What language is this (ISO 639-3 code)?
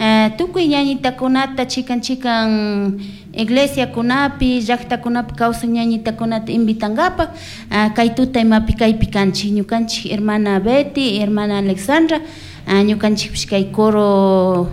qug